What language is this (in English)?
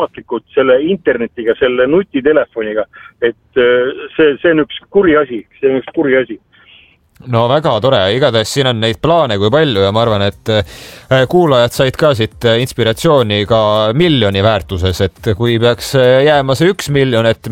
Estonian